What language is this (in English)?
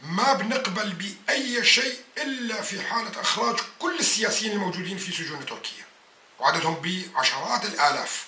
North Levantine Arabic